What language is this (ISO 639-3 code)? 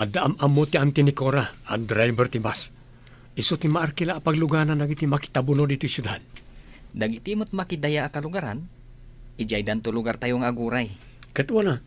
ilo